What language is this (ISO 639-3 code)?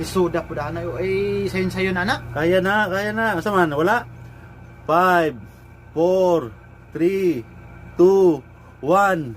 ceb